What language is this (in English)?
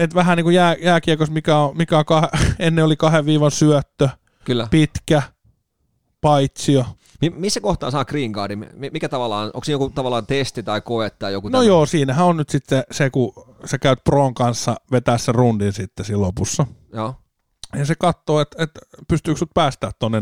Finnish